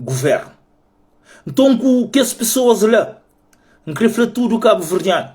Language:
Kabuverdianu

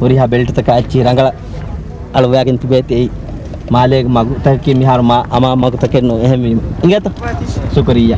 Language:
Divehi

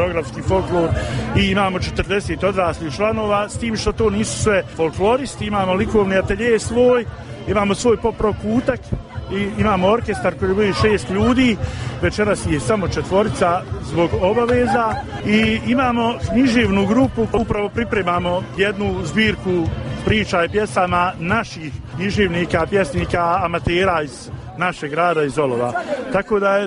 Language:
Bosnian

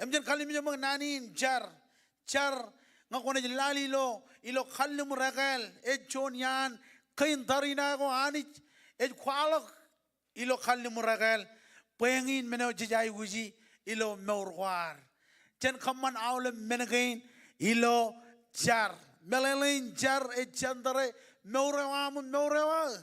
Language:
Marshallese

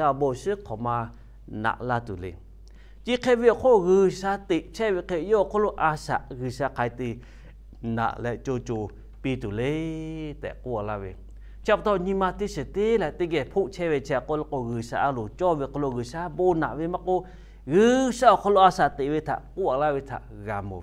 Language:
Lahu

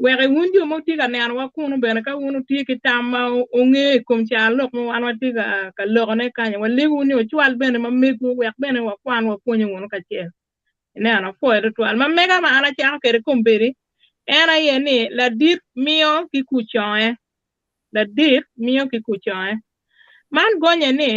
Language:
Acoli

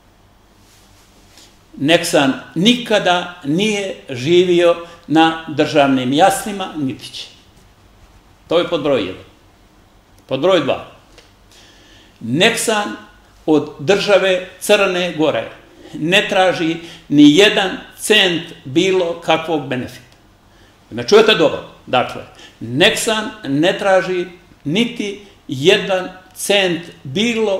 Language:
Serbian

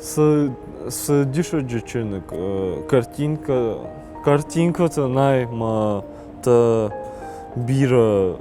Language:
Ossetic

